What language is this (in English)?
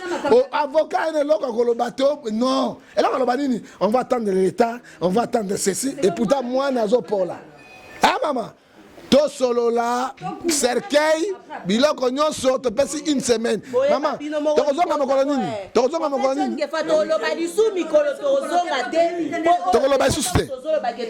Lingala